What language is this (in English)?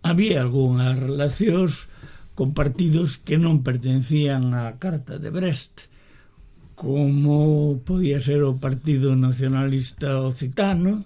Galician